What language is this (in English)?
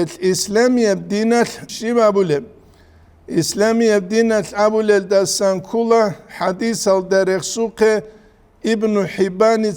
Avaric